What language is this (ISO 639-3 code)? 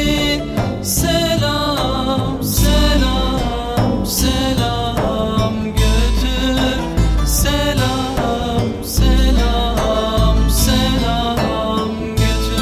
tur